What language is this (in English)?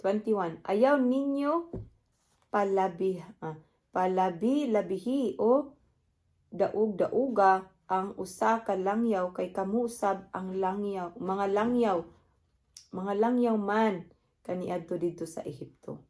Cebuano